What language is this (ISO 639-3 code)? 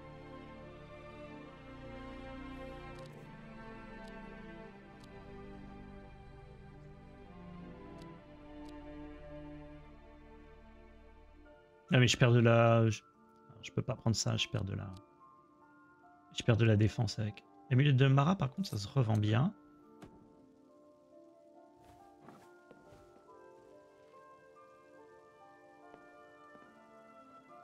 fra